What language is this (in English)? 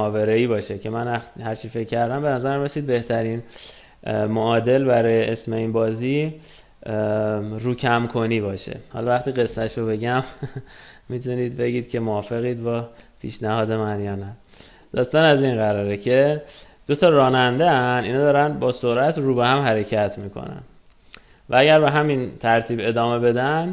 Persian